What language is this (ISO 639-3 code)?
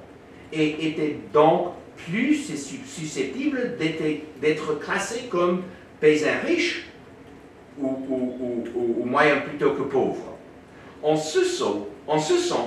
fra